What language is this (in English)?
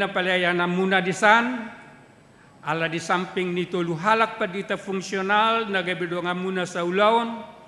Batak Toba